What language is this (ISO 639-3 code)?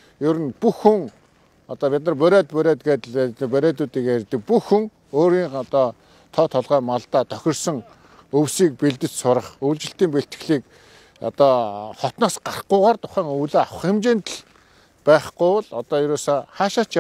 mon